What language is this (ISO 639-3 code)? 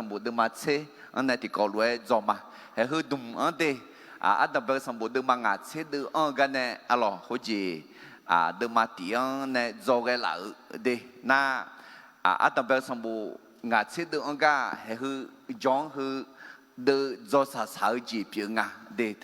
ahk